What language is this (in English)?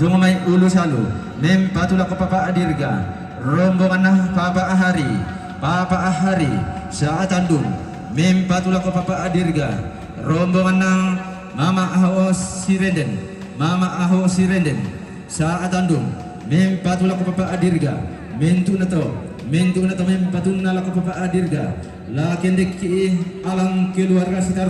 Toraja-Sa'dan